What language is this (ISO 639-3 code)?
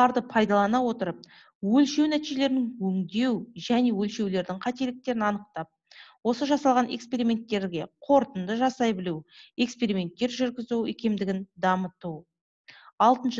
kaz